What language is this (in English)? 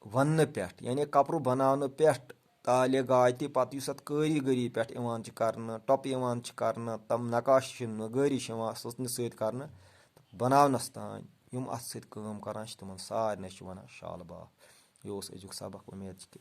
Kashmiri